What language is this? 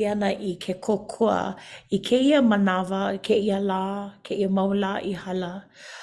Hawaiian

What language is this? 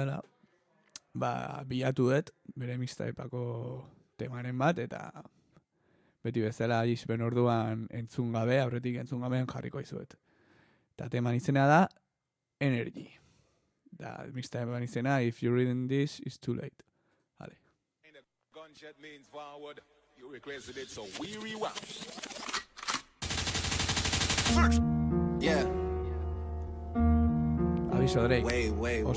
Basque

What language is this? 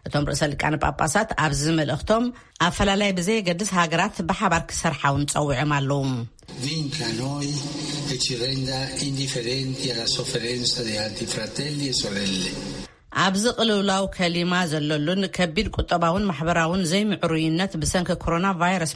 Tigrinya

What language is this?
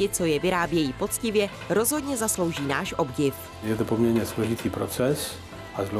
Czech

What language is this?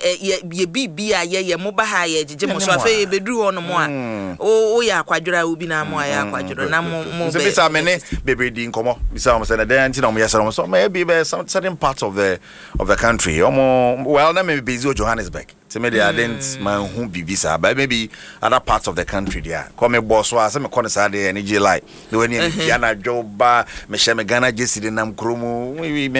Akan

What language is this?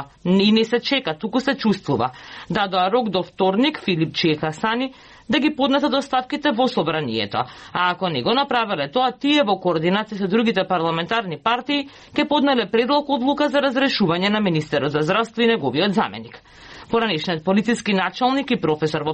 Macedonian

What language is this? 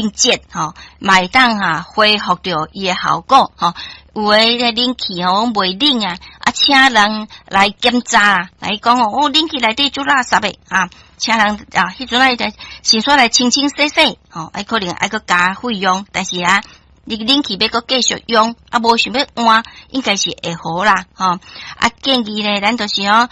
Min Nan Chinese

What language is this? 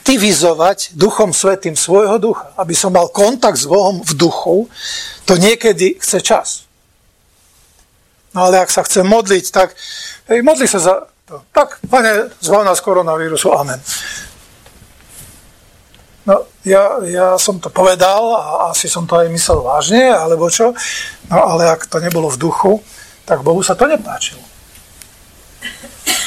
Slovak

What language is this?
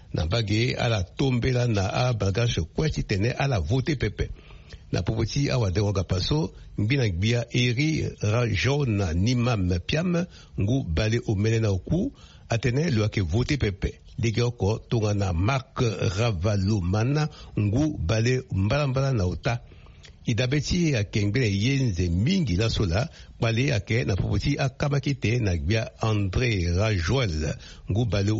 Sango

